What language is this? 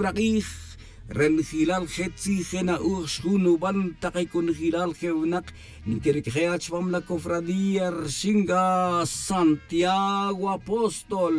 Tz'utujil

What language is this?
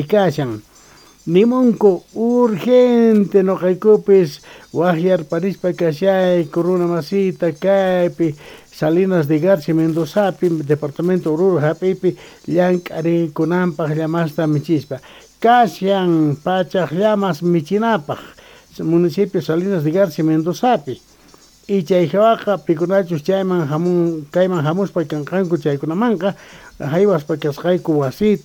South Bolivian Quechua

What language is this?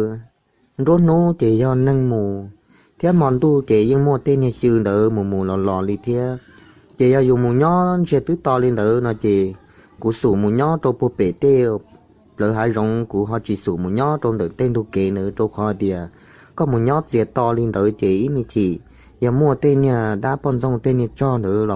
Hmong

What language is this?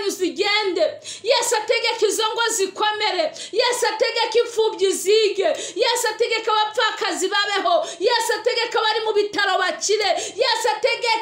Kinyarwanda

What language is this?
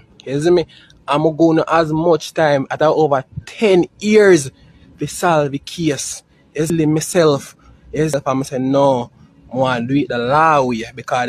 Jamaican Creole English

